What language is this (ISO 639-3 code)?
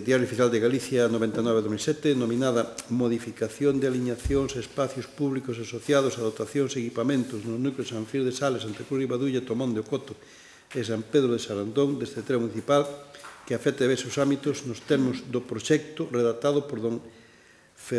glg